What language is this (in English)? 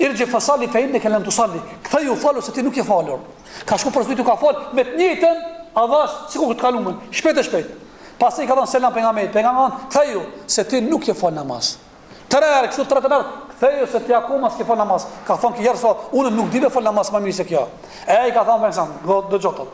Albanian